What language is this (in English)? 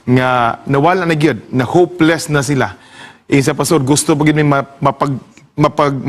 Cebuano